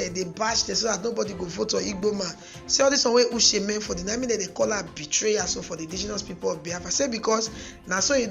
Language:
Nigerian Pidgin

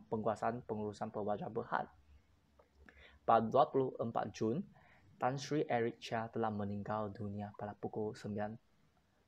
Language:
Malay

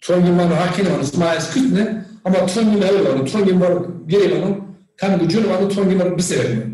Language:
Zaza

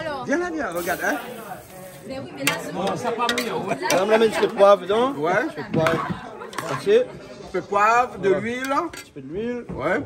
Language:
Réunion Creole French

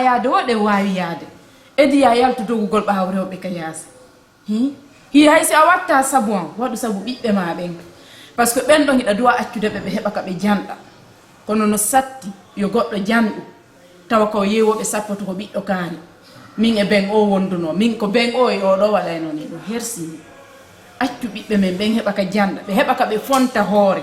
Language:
Pular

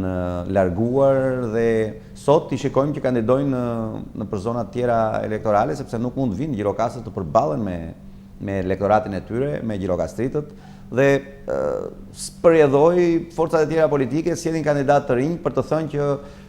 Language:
Albanian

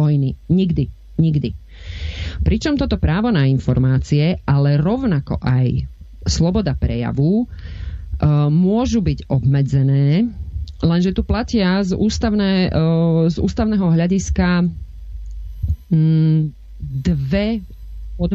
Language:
Slovak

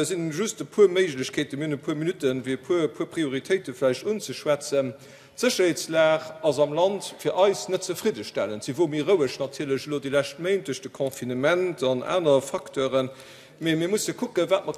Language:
Luxembourgish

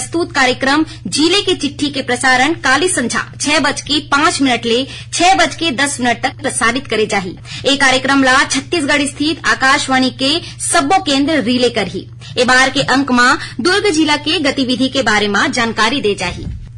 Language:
Chhattisgarhi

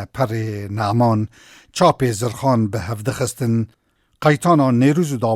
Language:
Kurdish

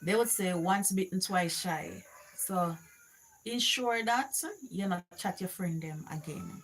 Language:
Jamaican Creole English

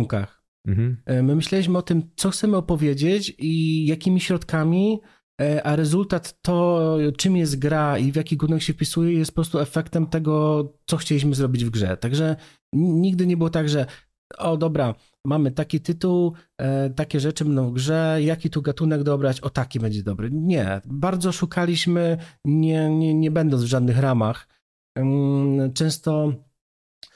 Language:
Polish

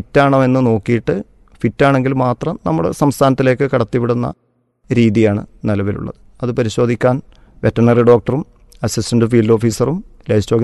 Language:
Malayalam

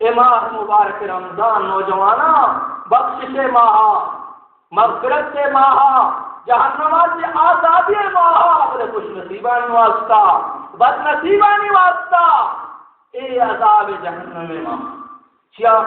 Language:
Baluchi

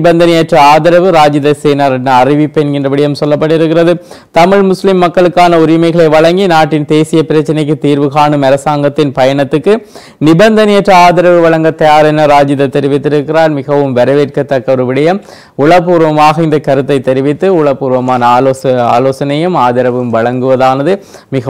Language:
Tamil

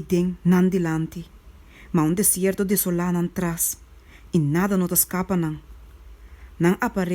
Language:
Papiamento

